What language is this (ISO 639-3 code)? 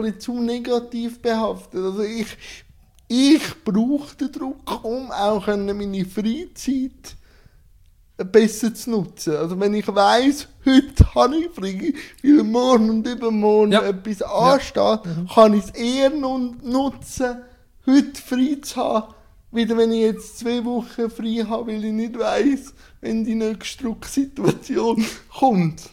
deu